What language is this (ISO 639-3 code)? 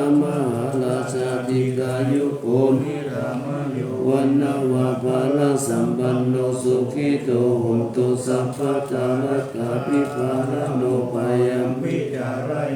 pli